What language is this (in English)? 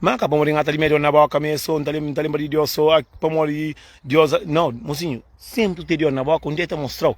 Kabuverdianu